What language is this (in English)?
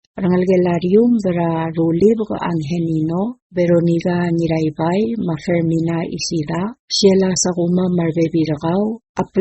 Palauan